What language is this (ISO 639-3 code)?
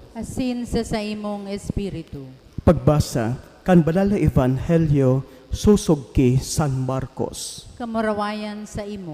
bik